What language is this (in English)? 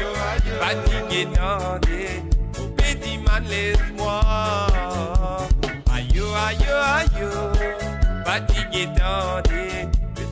Morisyen